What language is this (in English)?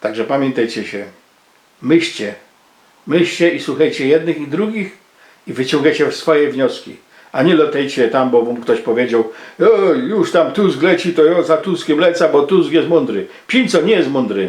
Silesian